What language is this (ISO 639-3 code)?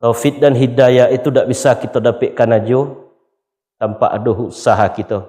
min